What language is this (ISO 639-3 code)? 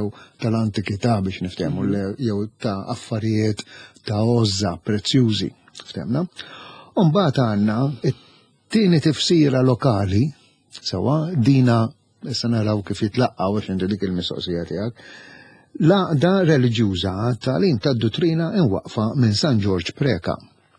mlt